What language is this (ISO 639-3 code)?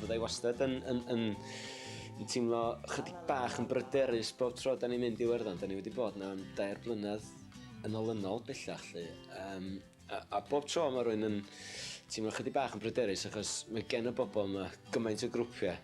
cym